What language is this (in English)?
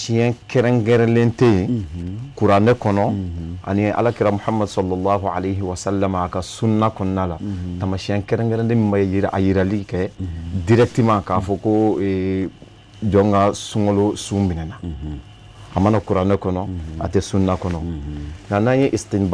Bambara